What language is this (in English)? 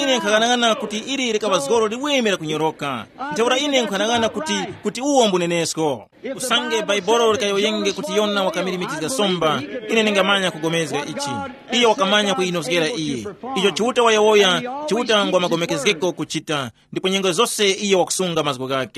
Tumbuka